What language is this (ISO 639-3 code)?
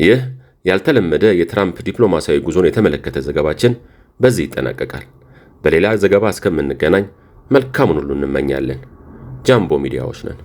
amh